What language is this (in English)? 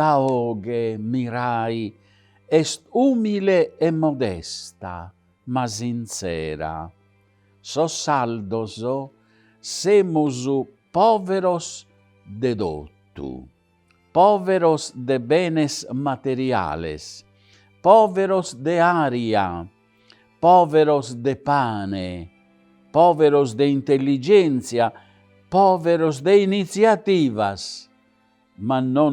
Sardinian